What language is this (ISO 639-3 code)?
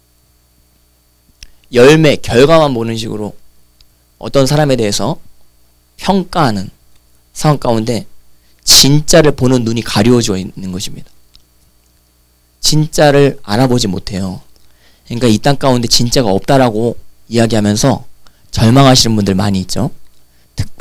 kor